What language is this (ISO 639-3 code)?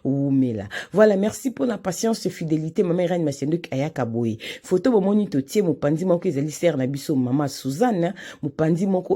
lin